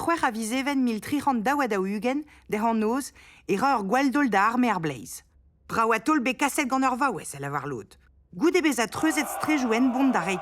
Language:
Breton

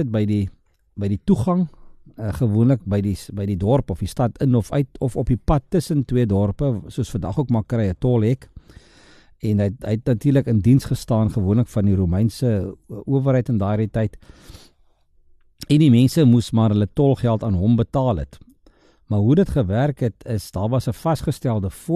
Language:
Afrikaans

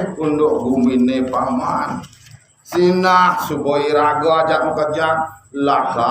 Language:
Balinese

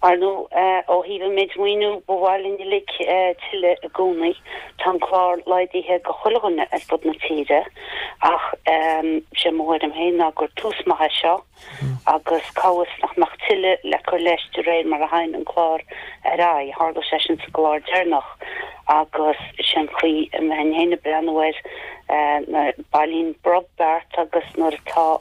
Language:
Irish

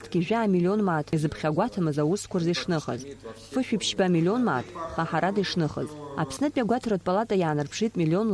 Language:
Abkhazian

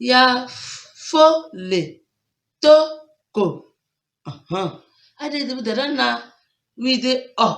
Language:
Tem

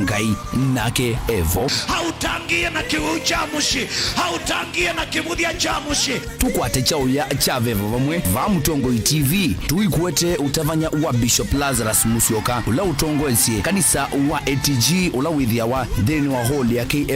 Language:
Kamba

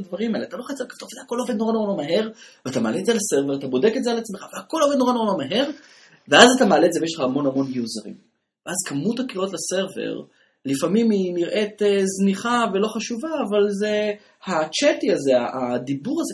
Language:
Hebrew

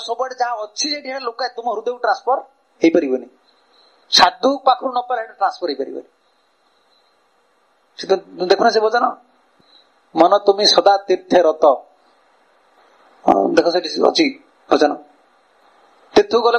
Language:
Odia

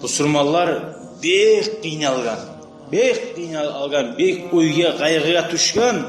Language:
Kumyk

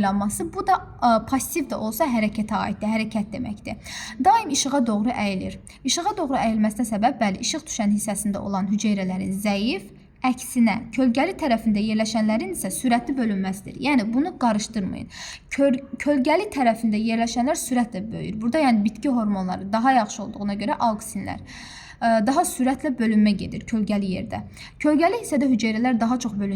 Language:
Azerbaijani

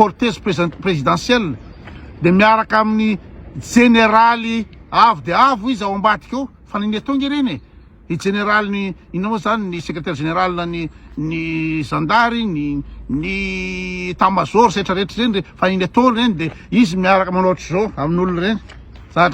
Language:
Malagasy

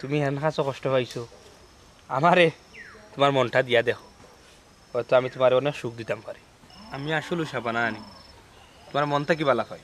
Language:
Sylheti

